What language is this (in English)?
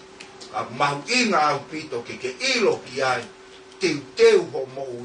Tongan